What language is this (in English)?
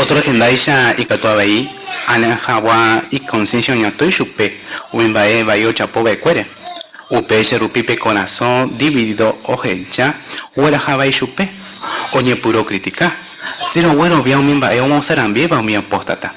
Guarani